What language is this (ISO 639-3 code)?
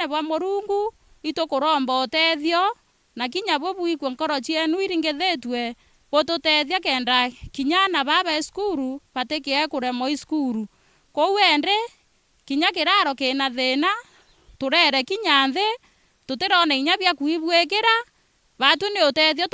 mer